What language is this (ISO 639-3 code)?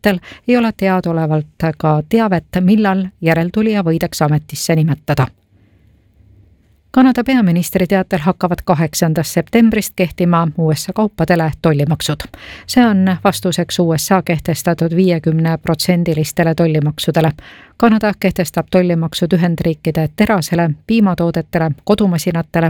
est